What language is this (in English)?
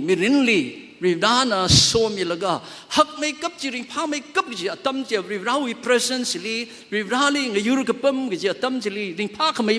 Tangkhul Naga (India)